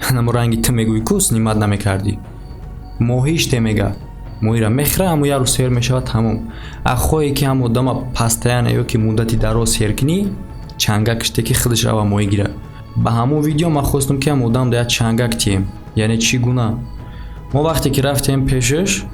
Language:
Tajik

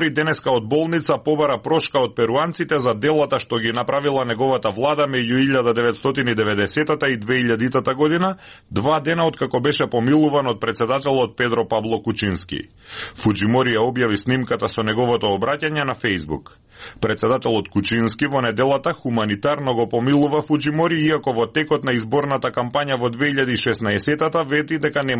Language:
Macedonian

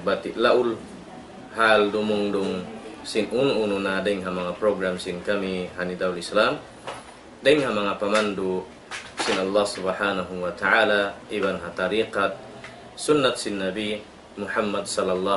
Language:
Tausug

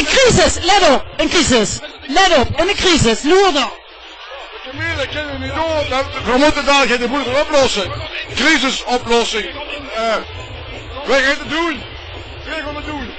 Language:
Limburgish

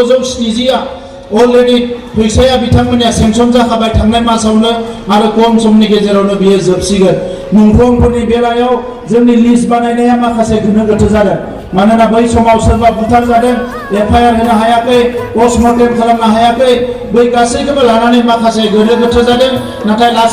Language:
Bodo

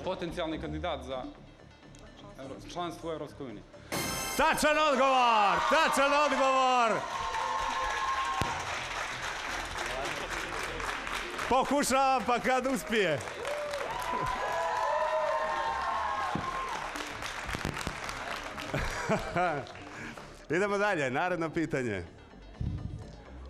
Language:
Serbian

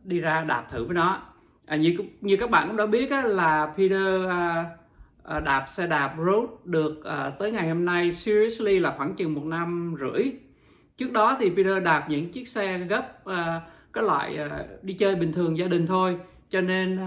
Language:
Vietnamese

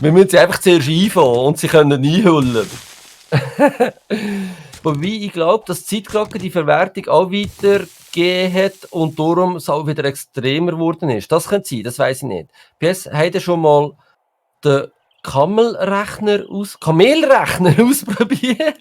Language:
Swiss German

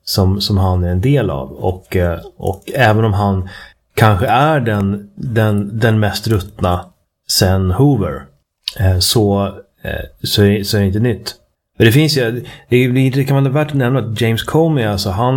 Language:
Swedish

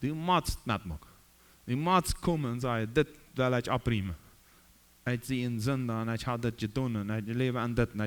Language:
Plautdietsch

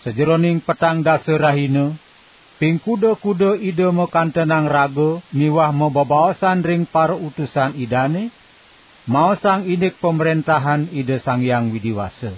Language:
Balinese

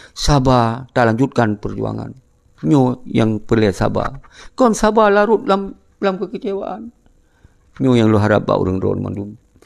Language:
Achinese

